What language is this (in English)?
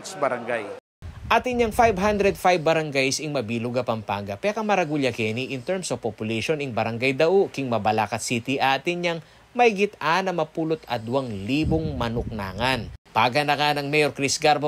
Pampanga